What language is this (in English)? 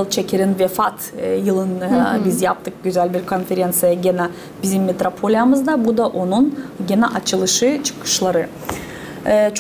Gagauz